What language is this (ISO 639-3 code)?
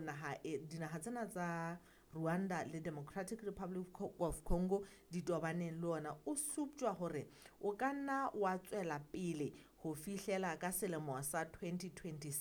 sot